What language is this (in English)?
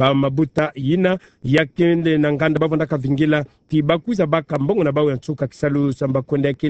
Kituba (Democratic Republic of Congo)